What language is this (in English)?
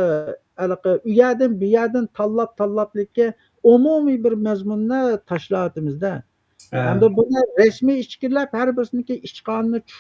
Uyghur